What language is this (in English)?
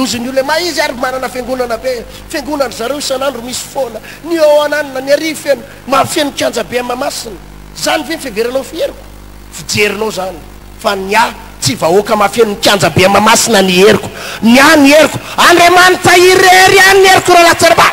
Malagasy